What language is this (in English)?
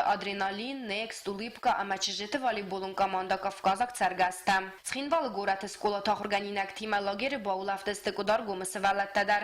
Ossetic